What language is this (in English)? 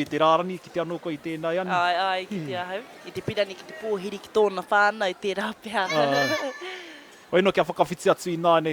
Māori